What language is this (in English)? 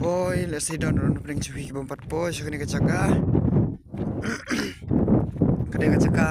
Khasi